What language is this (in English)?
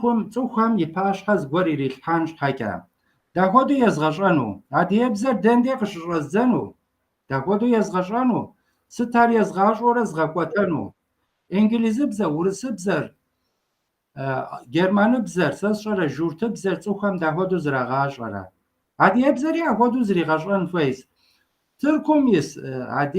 Kabardian